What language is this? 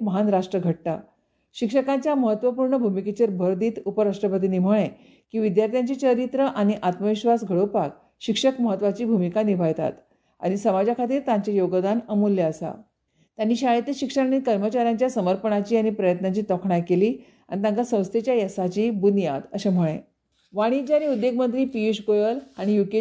Konkani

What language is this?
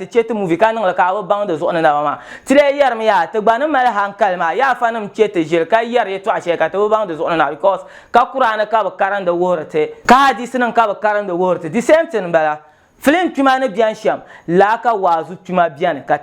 Dagbani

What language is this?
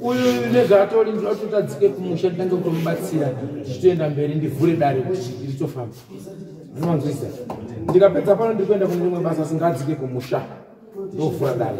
Shona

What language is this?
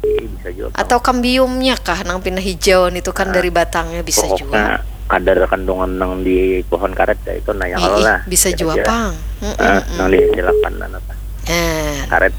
Banjar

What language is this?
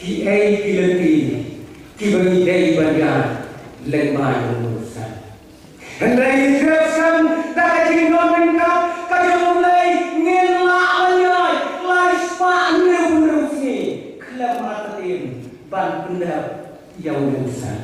Khasi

